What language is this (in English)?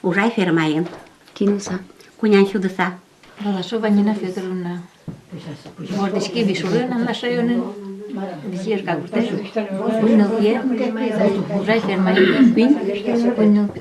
Udmurt